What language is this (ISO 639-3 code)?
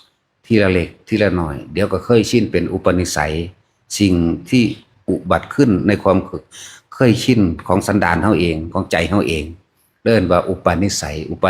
tts